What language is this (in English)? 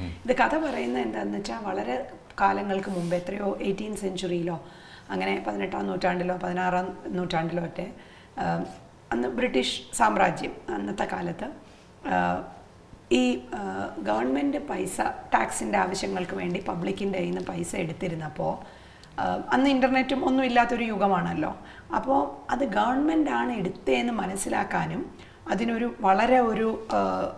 Malayalam